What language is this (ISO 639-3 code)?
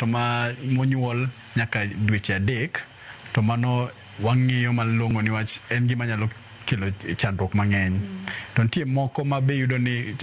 luo